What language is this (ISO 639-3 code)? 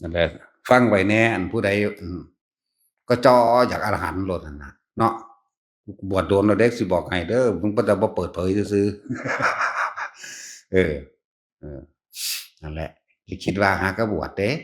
tts